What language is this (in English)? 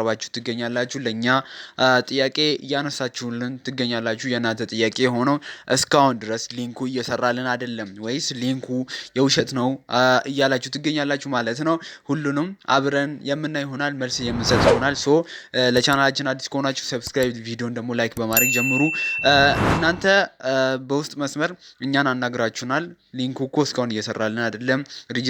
Amharic